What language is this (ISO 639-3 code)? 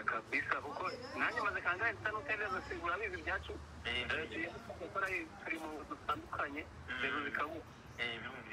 kin